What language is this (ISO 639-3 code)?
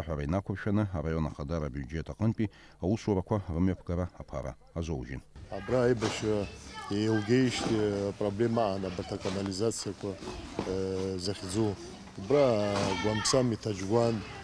abk